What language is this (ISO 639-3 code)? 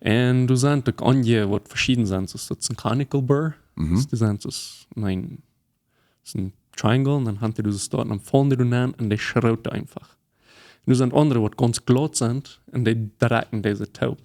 pdt